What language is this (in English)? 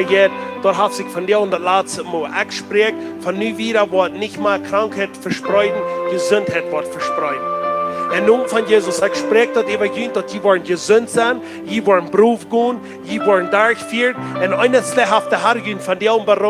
Plautdietsch